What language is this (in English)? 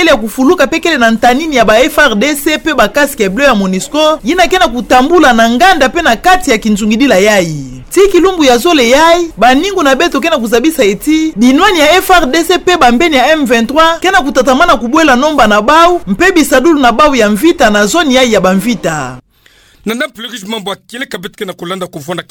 Kituba (Democratic Republic of Congo)